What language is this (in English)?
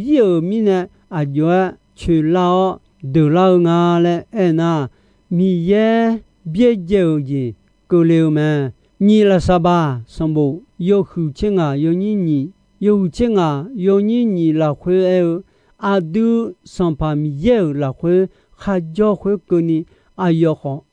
Akha